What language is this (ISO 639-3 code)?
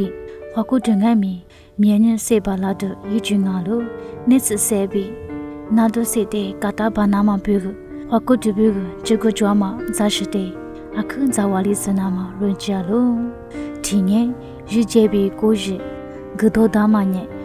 lis